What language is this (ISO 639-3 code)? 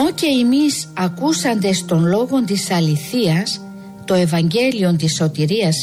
ell